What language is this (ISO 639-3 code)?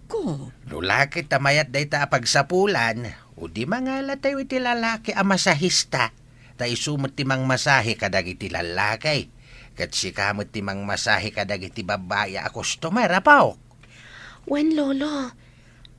ilo